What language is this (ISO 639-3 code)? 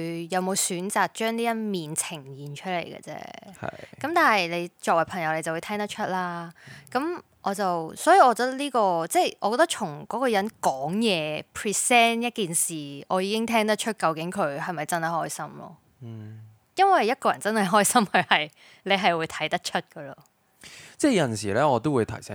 yue